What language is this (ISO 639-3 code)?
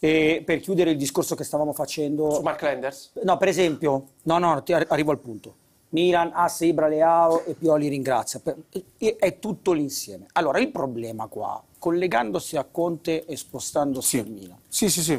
ita